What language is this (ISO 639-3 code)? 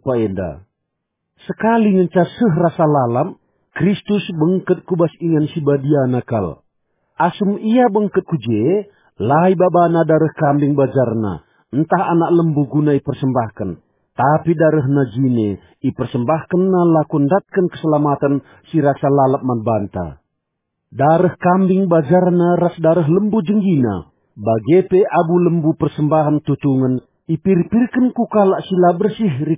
btx